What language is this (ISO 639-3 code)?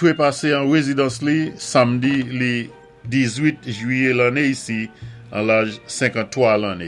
acf